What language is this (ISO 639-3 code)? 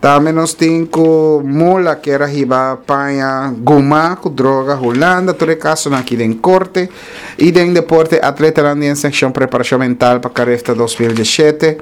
pap